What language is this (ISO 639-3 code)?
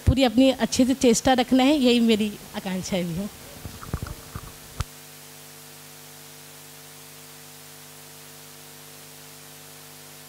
hin